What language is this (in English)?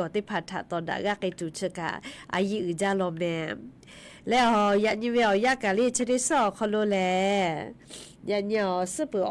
Lahu